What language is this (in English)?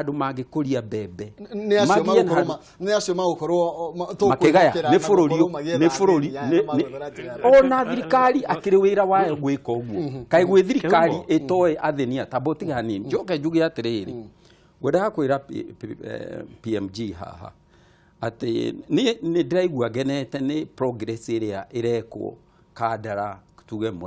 Kikuyu